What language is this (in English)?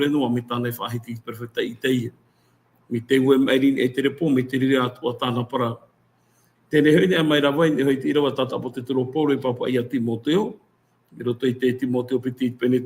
Tahitian